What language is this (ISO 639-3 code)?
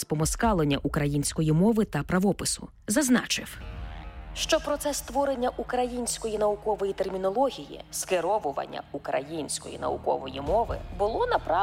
ukr